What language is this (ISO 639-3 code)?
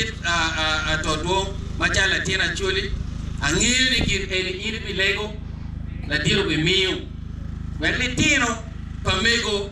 ach